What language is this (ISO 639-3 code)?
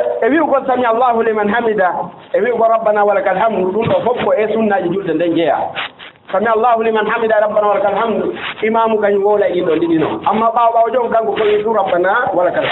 ful